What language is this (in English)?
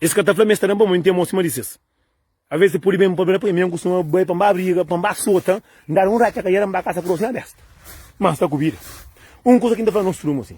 Kabuverdianu